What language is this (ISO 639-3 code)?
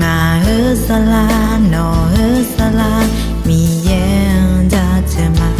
ahk